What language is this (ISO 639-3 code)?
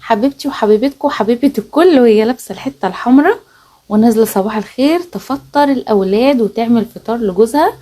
arz